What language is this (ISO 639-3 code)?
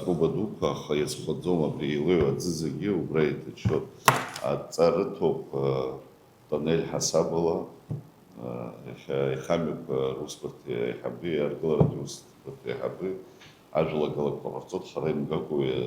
abk